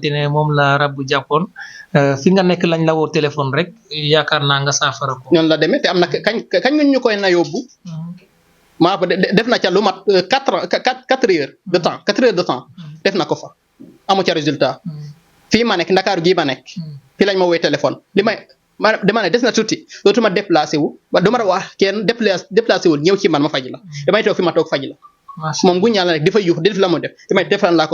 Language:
Wolof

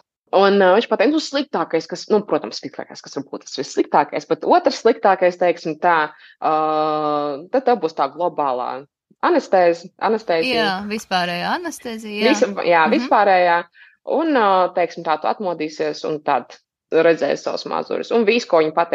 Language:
Latvian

